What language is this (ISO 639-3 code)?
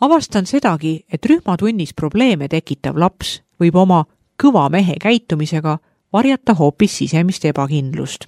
est